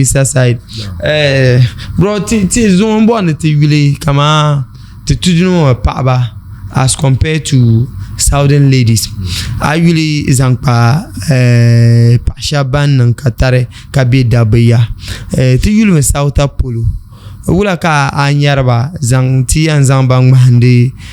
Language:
Dagbani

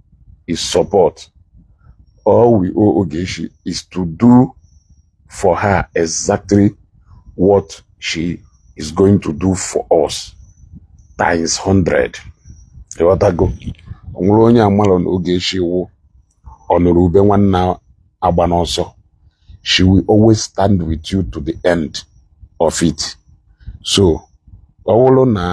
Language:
Igbo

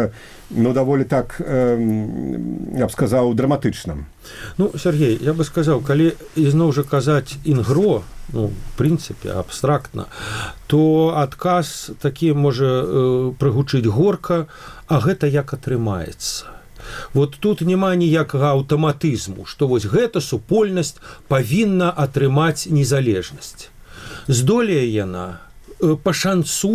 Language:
Belarusian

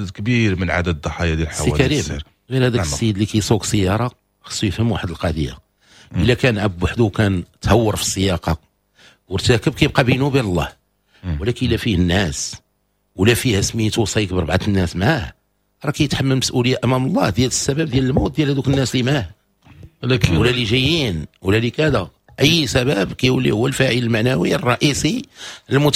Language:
Moroccan Arabic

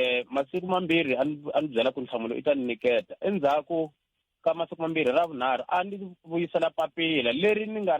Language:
Tsonga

